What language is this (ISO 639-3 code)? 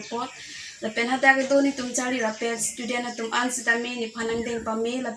mjw